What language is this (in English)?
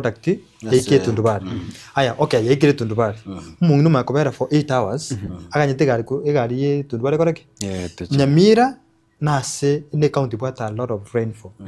Gusii